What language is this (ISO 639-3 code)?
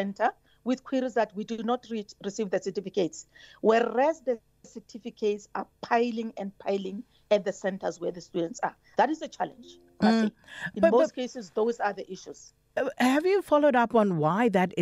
eng